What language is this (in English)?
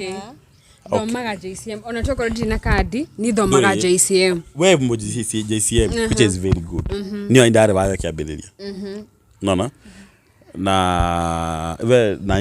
Kikuyu